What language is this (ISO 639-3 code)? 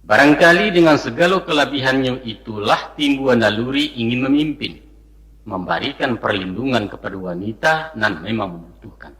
min